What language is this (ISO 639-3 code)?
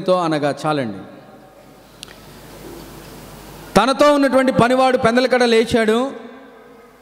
tel